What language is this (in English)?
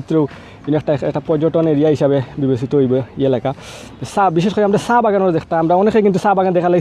Sylheti